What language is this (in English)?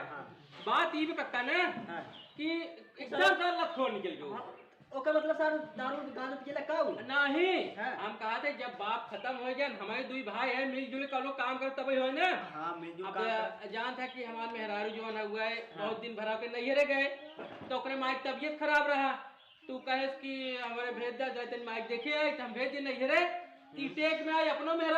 Awadhi